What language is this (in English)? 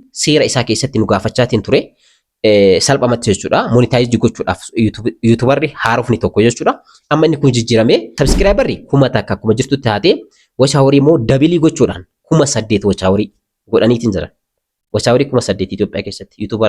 Oromo